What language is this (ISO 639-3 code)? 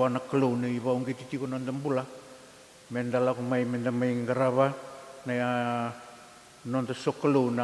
fij